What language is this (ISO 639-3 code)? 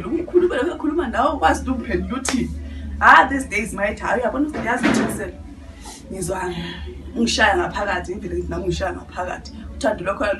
nde